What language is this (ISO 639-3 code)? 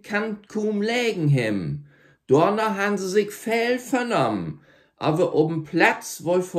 nds